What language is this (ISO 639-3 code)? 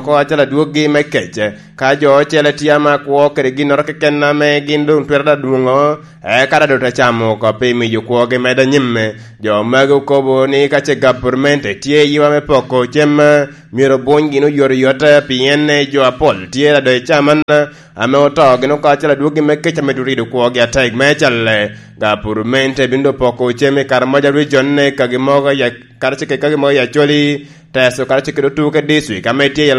laj